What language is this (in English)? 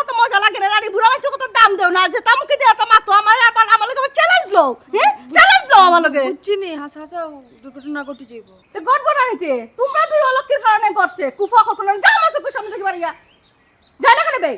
Sylheti